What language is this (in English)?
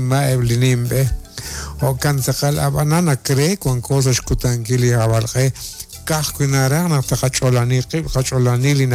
Kekchí